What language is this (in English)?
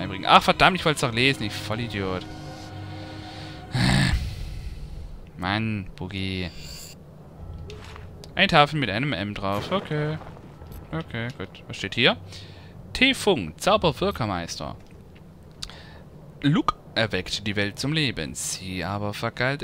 German